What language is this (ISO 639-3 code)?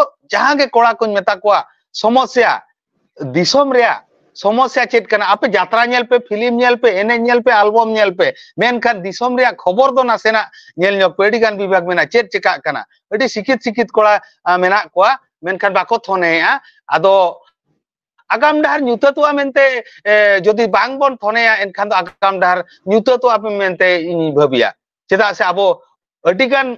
sat